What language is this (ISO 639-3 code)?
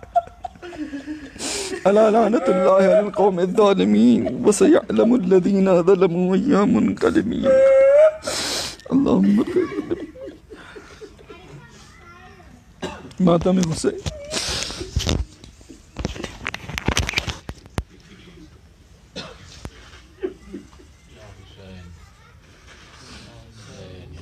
urd